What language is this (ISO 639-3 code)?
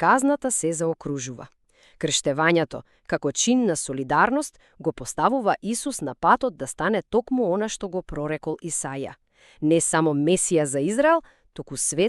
mkd